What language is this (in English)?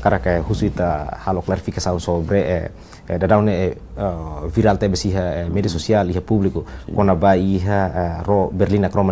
Tetum